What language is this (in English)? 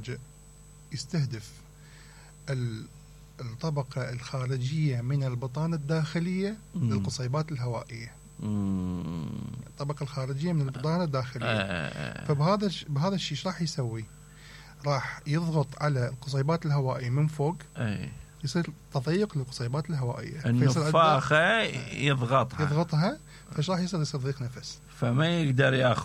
Mesopotamian Arabic